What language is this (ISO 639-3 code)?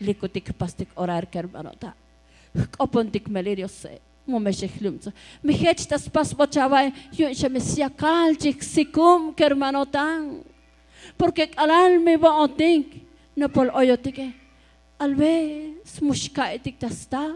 tzo